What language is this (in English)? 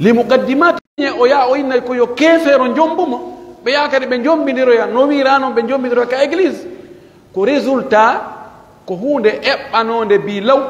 Pular